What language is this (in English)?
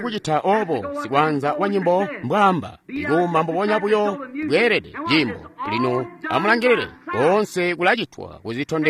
Tonga (Zambia)